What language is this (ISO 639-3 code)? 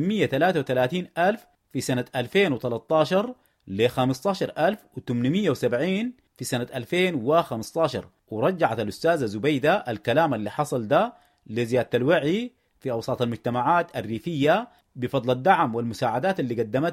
apd